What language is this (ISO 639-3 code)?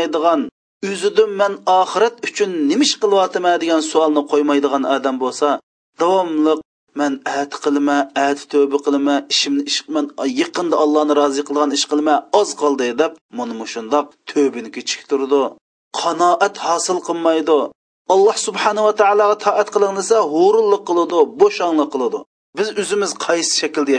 uig